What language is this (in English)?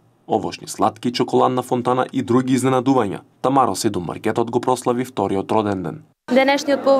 Macedonian